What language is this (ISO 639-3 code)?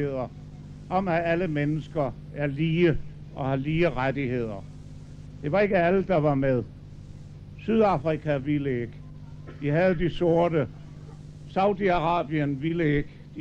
dan